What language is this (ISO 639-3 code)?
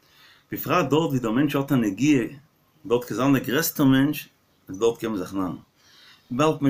yid